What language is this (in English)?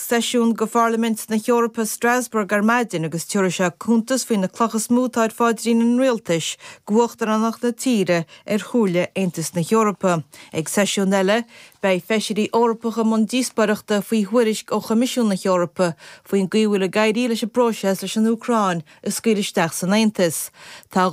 Irish